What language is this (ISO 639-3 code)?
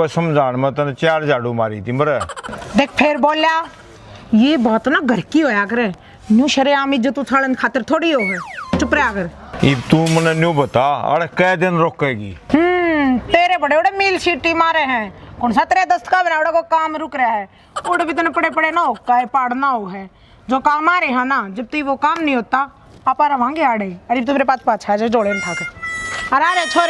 bgc